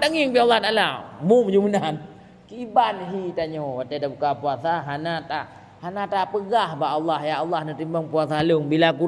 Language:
Achinese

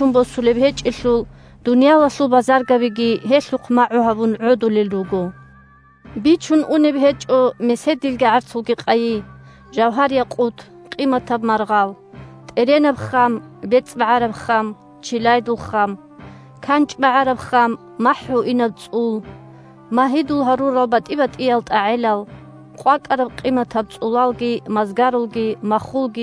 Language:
Avaric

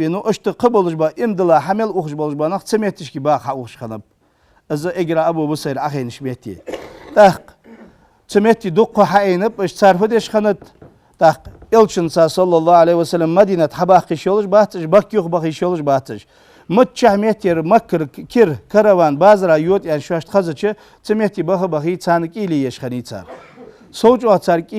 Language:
Ingush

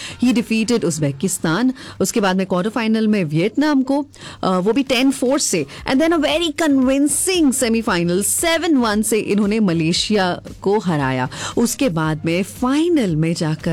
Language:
Hindi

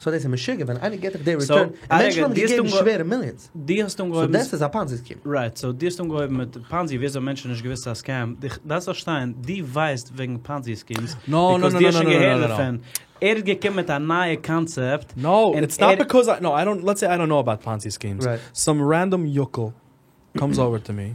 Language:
Yiddish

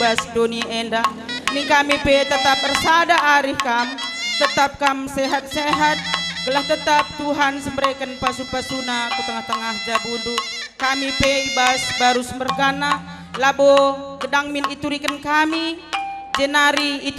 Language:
Batak Karo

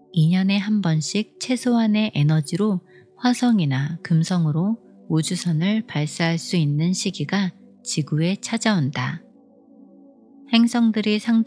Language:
Korean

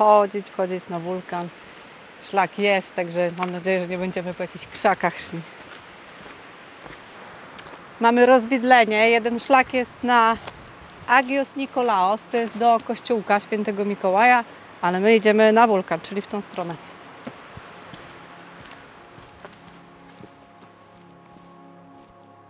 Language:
Polish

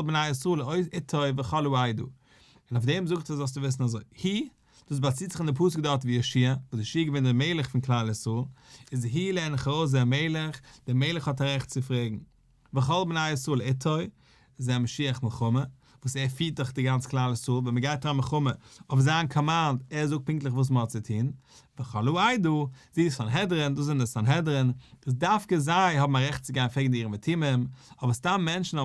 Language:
Yiddish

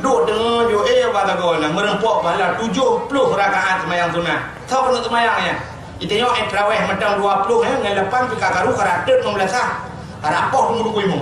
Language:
Achinese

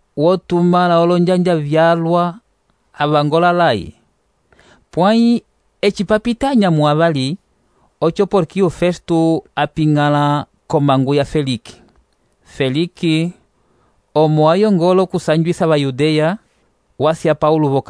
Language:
Umbundu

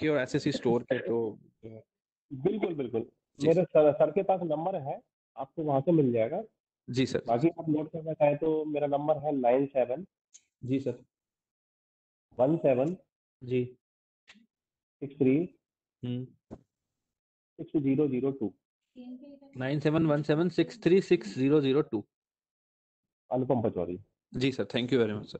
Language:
Hindi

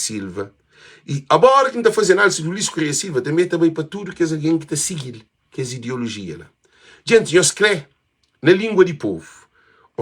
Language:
Kabuverdianu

